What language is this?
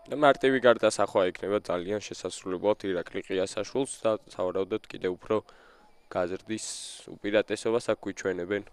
Georgian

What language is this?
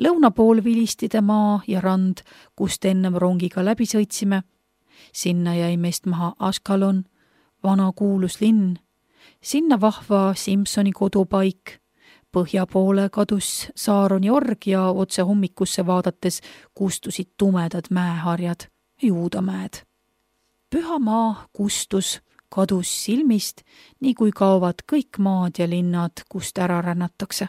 Estonian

